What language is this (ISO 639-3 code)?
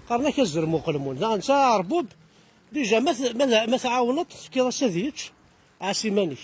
kab